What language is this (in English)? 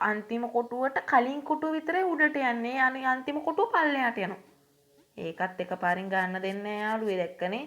Sinhala